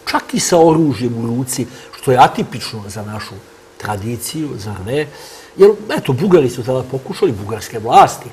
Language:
Serbian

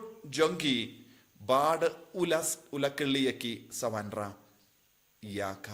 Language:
Khasi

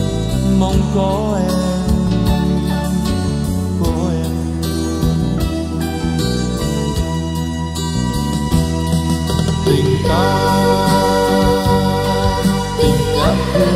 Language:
Vietnamese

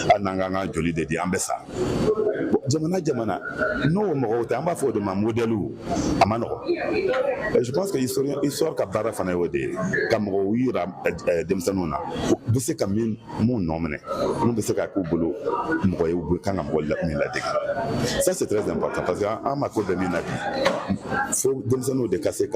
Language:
Bambara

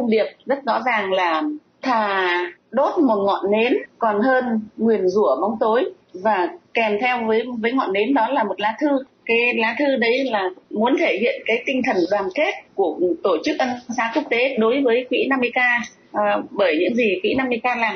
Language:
Vietnamese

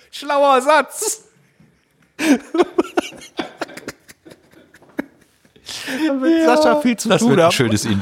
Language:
German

